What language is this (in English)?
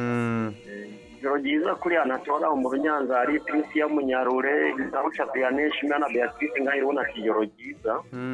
Rundi